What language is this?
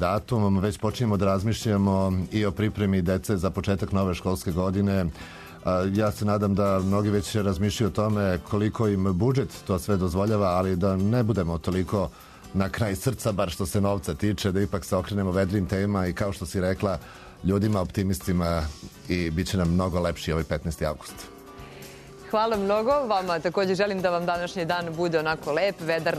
Serbian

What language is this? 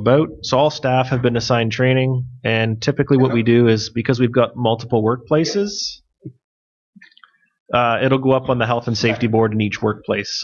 English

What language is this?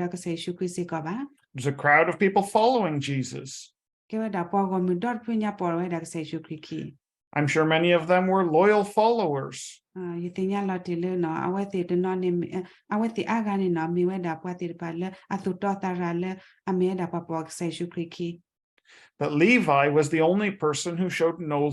S'gaw Karen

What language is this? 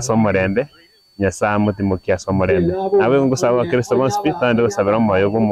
Gusii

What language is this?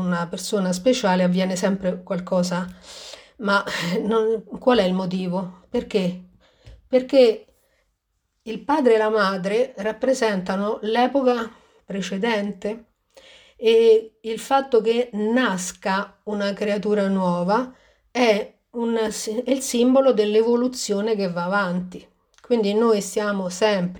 Italian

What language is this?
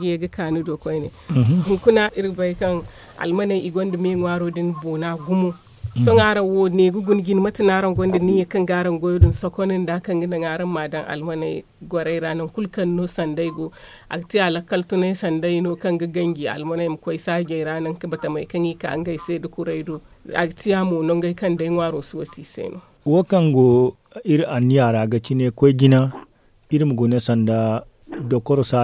Zarma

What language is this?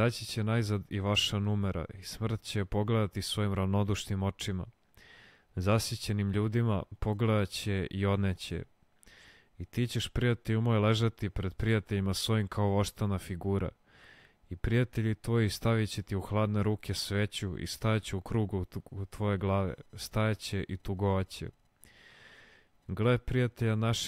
Serbian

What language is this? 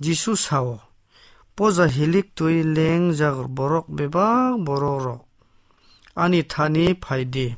Kok Borok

